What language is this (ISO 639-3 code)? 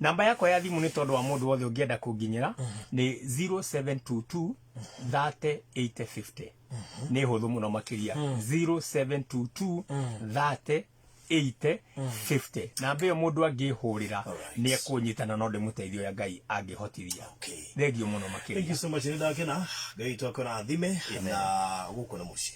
kik